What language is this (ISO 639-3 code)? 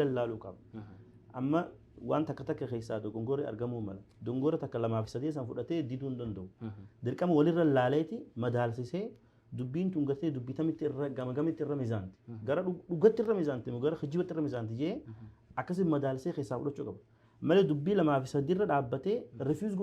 orm